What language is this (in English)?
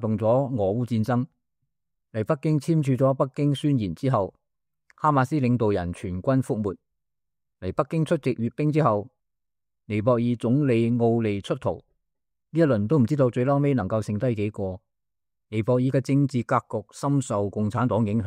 Cantonese